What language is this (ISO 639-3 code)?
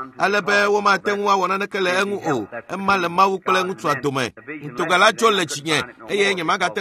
ewe